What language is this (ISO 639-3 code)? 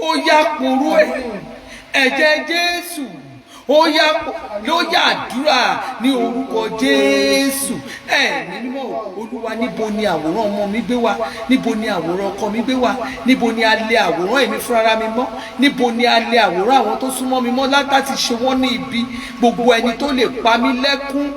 yor